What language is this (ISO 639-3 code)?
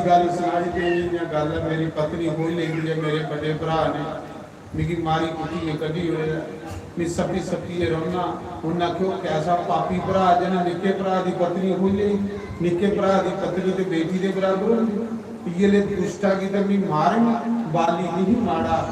doi